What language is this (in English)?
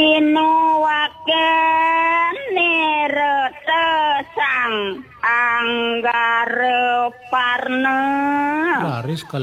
Balinese